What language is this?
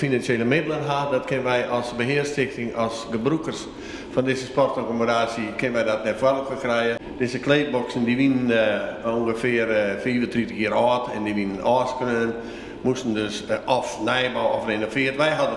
Western Frisian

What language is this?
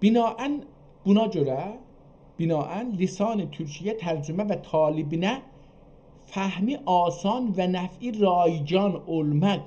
South Azerbaijani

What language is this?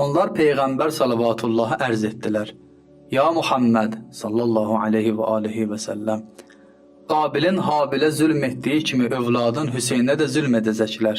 Azerbaijani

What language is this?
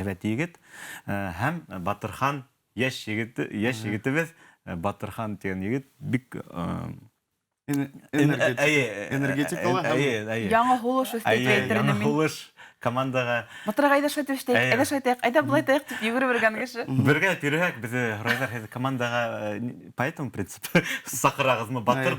Bashkir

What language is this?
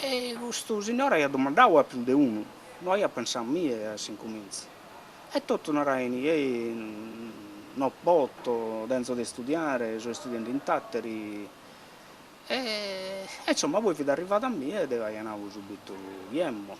Sardinian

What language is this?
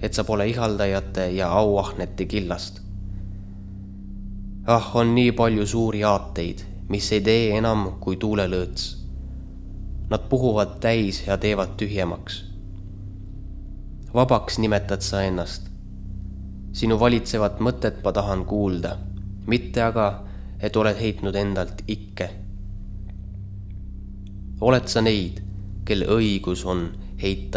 Estonian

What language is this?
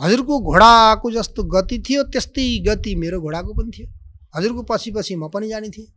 Nepali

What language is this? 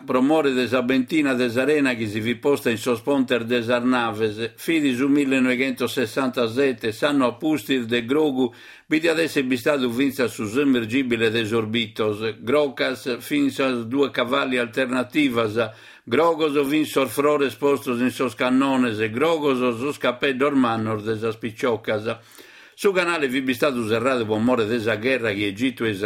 Sardinian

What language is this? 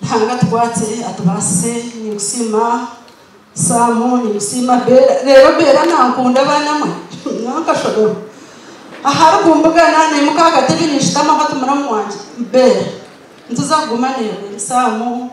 Nyankole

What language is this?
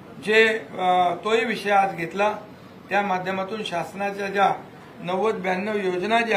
Marathi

